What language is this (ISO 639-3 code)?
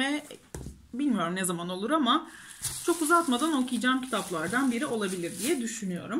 tur